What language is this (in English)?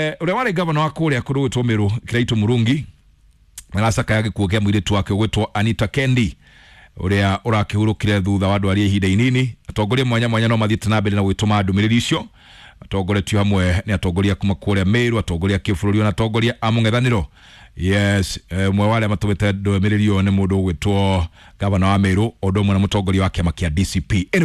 Kikuyu